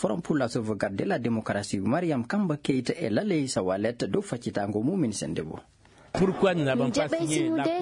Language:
Fula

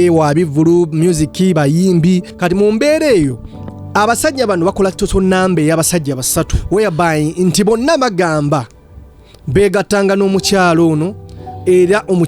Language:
Ganda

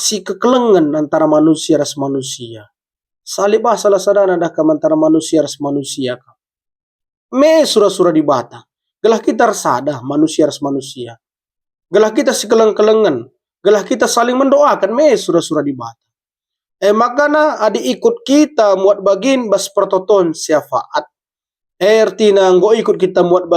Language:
Batak Karo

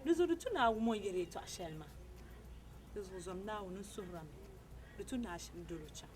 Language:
Dagbani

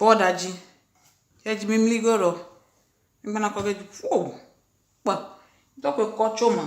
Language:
Ewe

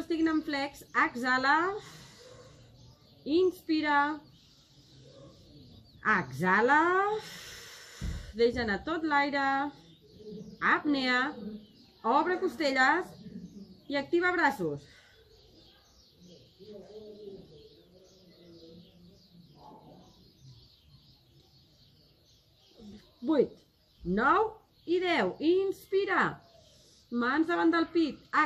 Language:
Catalan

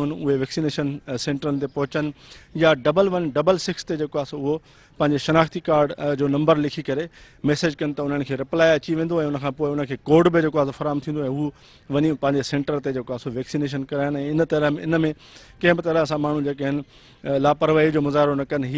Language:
Sindhi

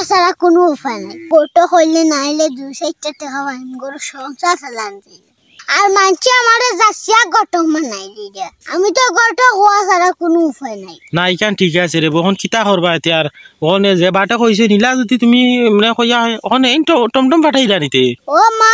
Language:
Sylheti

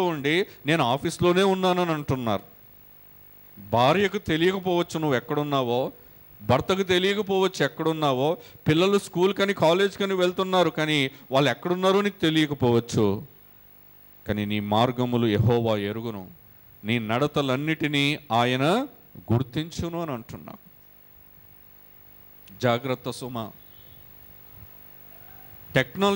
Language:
Telugu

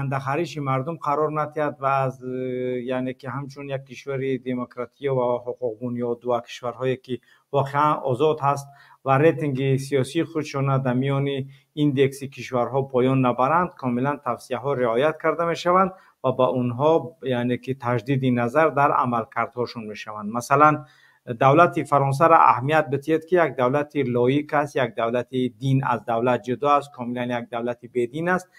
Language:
Tajik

